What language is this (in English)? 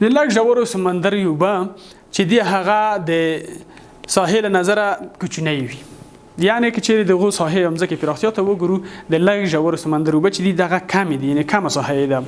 Pashto